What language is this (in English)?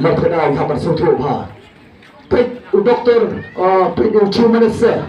Khasi